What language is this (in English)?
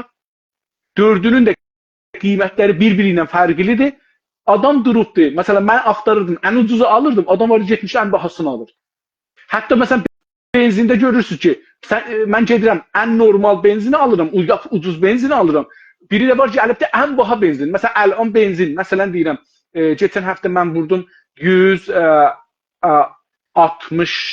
South Azerbaijani